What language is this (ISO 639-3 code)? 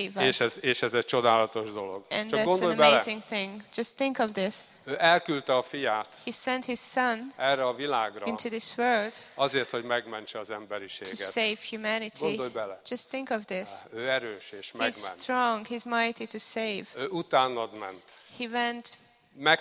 hun